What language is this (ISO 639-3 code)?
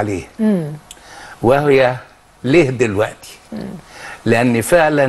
arz